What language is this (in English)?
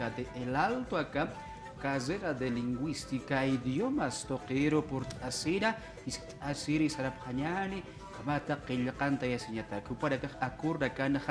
Aymara